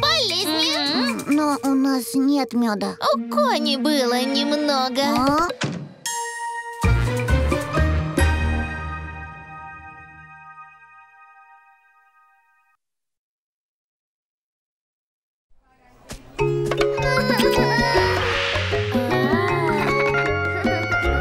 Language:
Russian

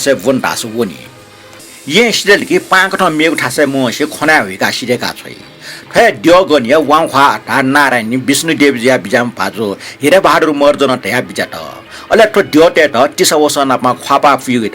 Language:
Newari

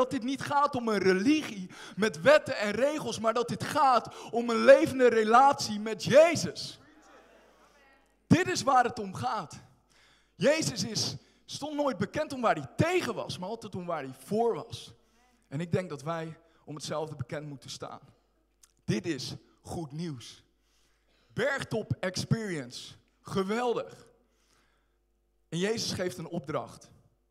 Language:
Dutch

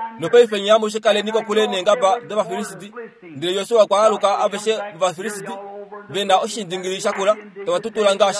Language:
Kuanyama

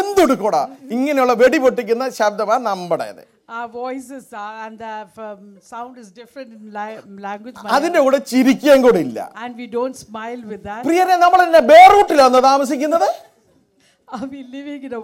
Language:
Malayalam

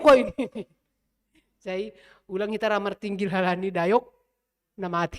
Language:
Batak Simalungun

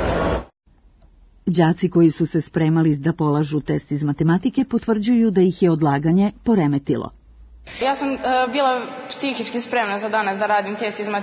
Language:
Serbian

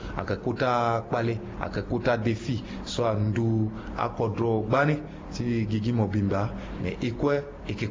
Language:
Sango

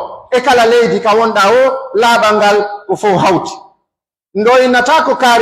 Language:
Pular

